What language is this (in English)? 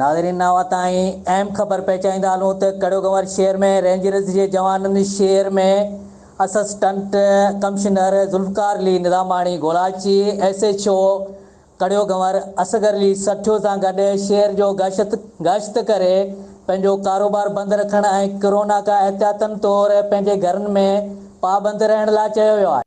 Sindhi